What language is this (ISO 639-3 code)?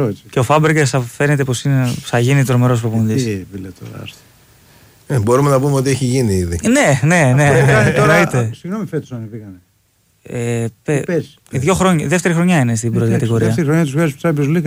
ell